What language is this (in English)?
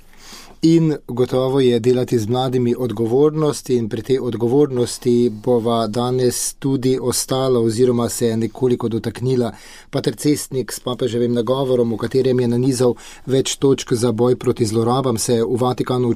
Slovenian